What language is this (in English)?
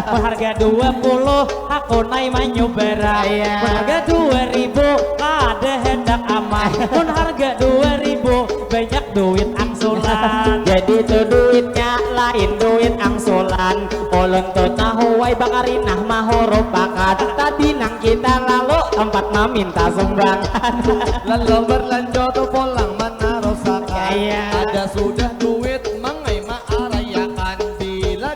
Banjar